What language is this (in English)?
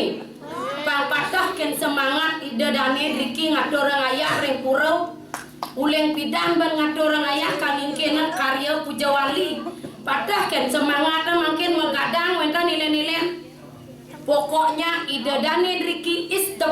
Balinese